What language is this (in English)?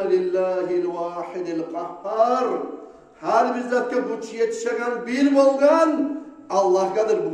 Kumyk